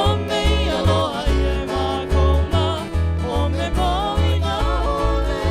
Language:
Hawaiian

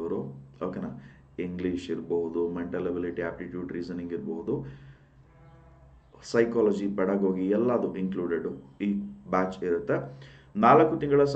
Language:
Kannada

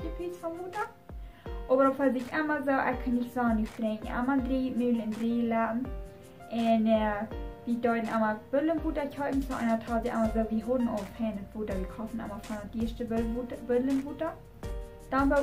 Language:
Plautdietsch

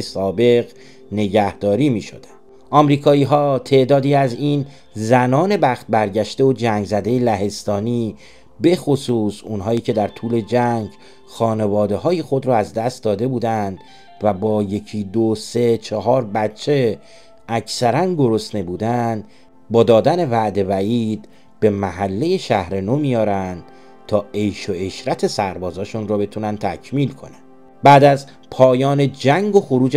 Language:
Persian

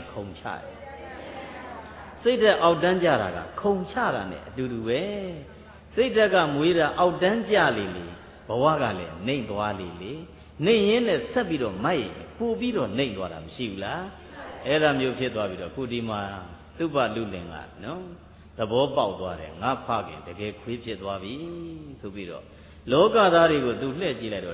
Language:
Burmese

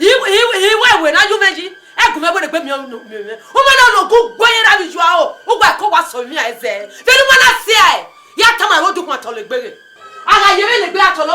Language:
Bini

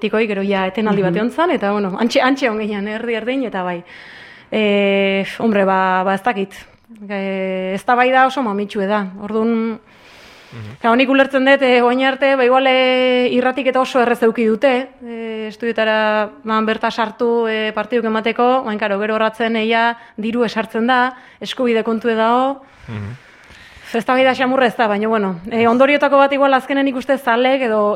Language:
Basque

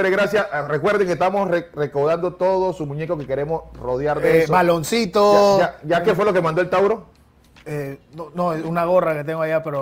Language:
Spanish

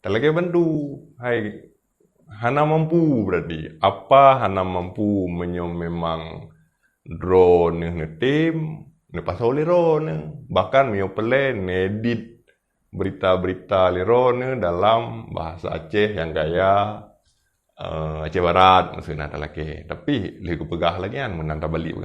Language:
Achinese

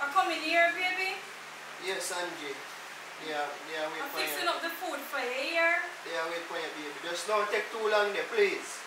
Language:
Jamaican Creole English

